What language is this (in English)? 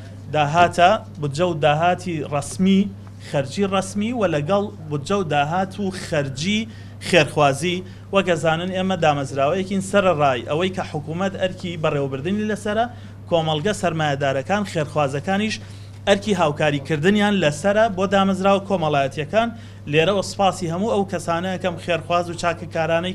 Central Kurdish